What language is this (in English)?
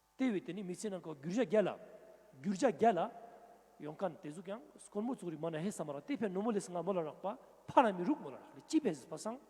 Ladakhi